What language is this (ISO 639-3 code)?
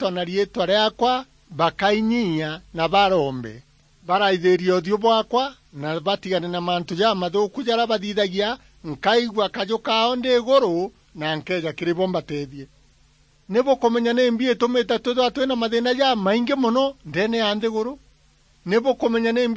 mer